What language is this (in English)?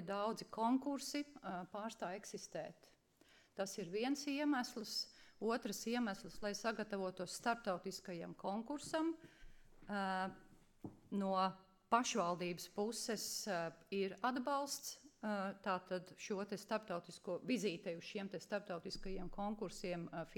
Latvian